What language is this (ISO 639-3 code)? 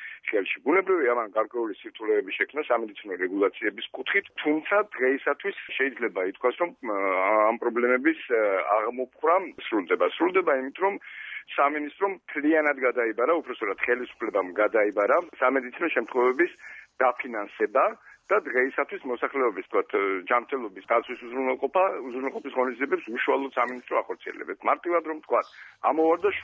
kat